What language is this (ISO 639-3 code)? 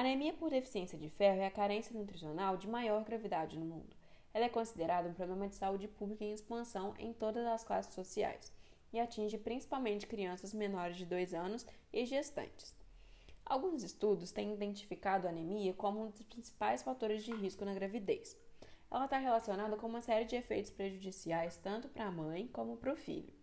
por